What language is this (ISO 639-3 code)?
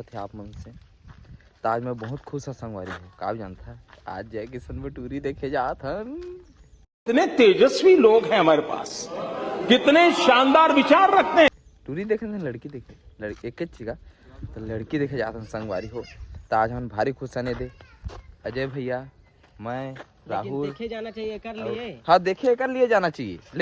hne